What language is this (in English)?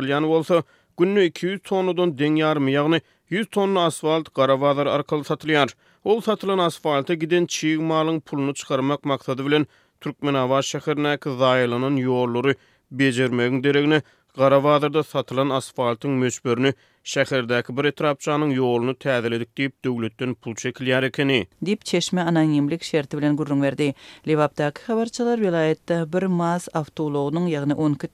Turkmen